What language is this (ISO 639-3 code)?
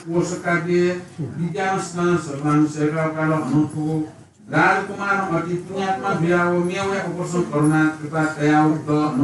new